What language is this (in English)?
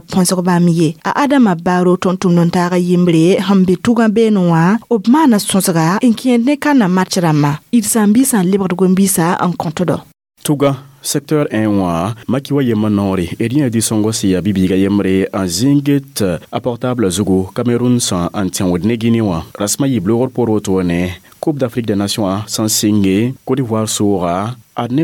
Mossi